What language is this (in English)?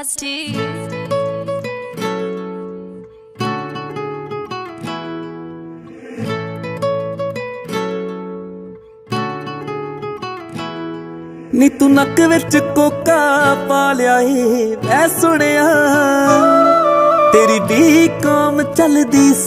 Punjabi